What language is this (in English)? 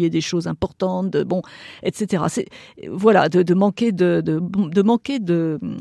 French